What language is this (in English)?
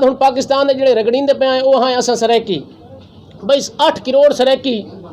Saraiki